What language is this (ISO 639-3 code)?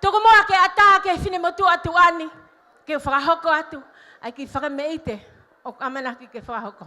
ton